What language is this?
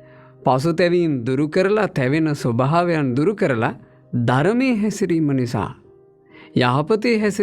Sinhala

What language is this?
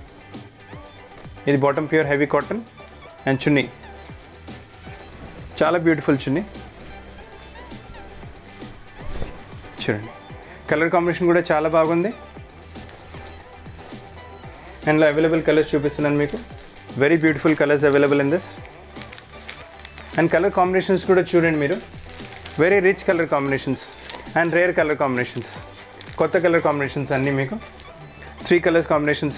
Telugu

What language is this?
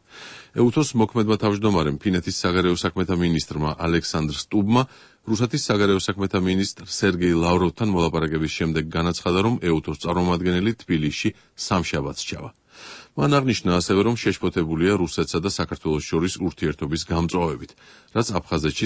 Georgian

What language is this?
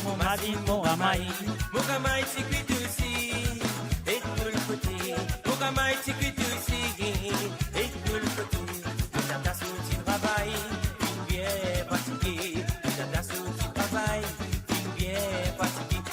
Morisyen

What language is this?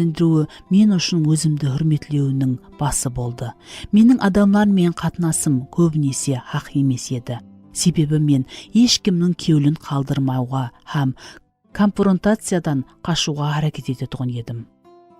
Kara-Kalpak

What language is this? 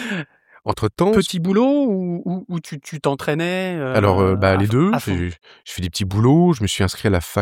French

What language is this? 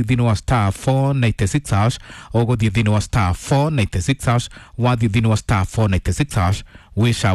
Kikuyu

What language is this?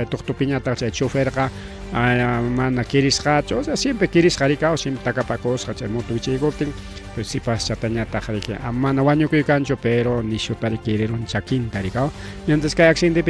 Ayacucho Quechua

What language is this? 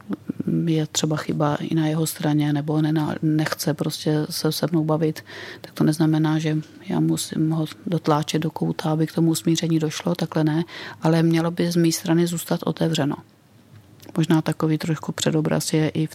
Czech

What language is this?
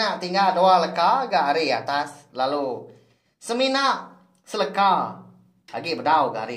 Iban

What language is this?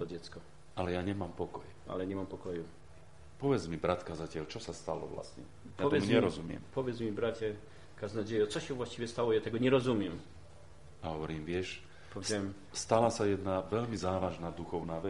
Slovak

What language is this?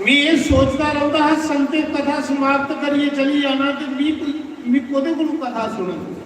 Dogri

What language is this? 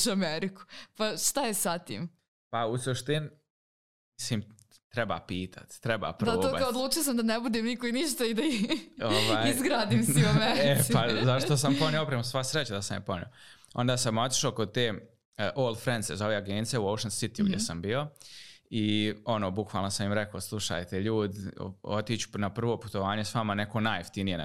Serbian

